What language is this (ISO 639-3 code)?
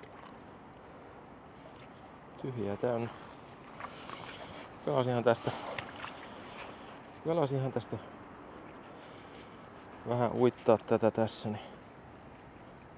fin